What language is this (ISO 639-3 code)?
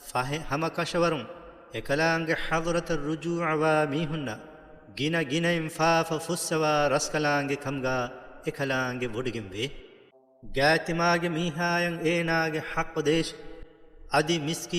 div